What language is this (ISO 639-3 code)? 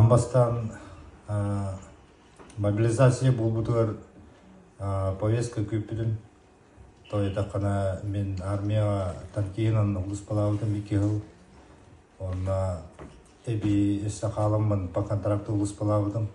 sah